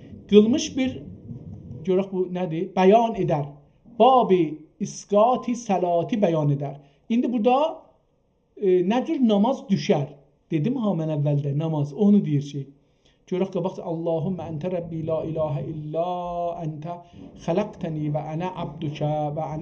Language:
South Azerbaijani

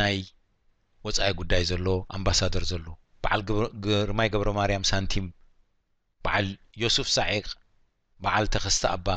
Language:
Tigrinya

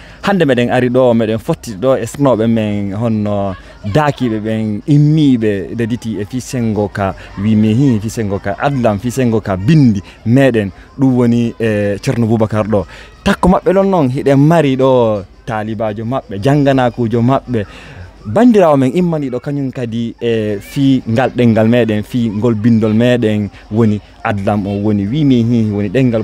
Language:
Fula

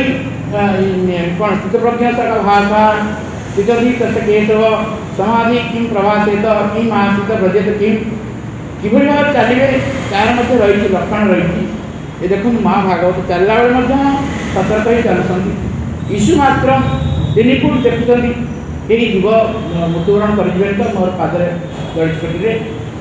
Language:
Odia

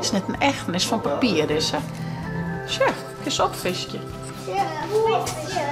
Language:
Western Frisian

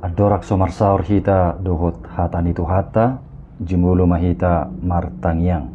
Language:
Batak Toba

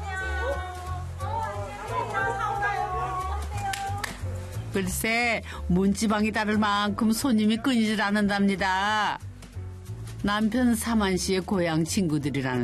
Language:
Korean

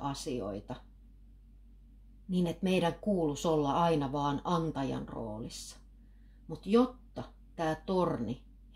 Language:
Finnish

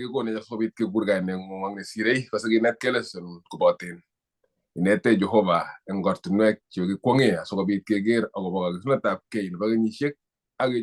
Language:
Kalenjin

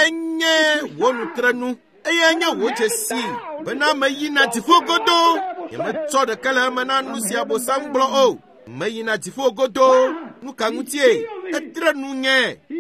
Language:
Ewe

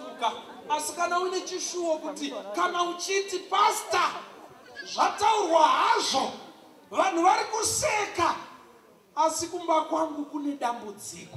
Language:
Shona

